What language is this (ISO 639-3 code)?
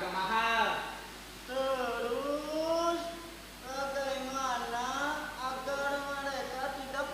bjn